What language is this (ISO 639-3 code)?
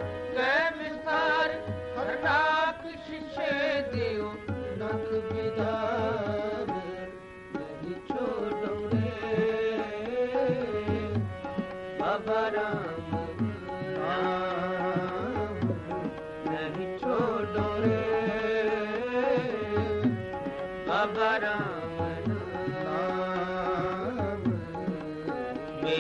hin